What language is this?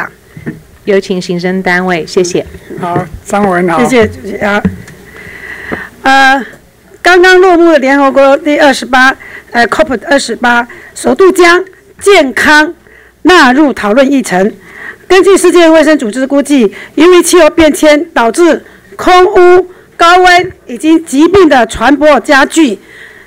Chinese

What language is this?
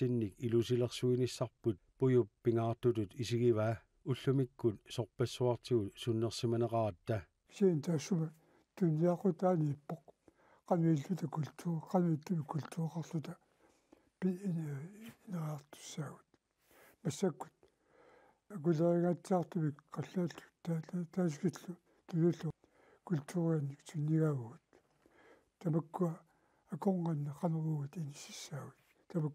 Kalaallisut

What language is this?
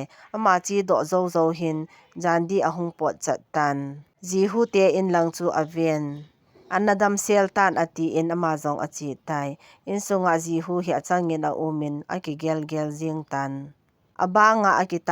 Thado Chin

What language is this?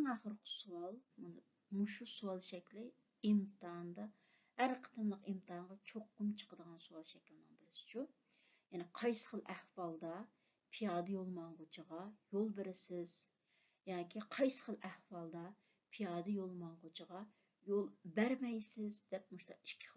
Uyghur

